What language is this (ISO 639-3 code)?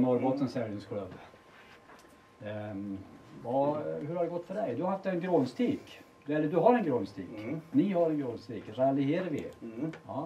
swe